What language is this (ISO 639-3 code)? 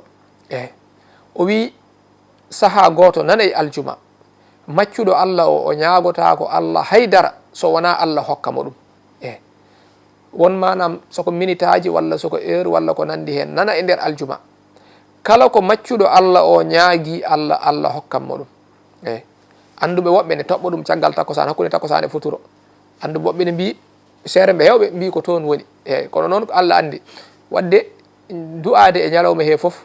ful